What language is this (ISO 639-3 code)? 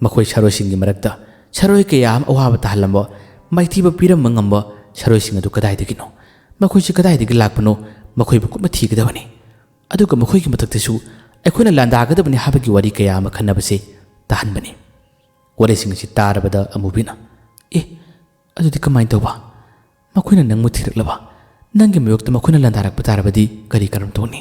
mni